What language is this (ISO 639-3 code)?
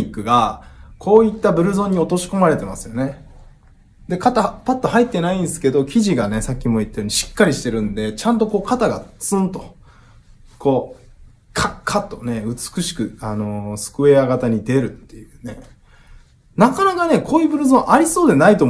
jpn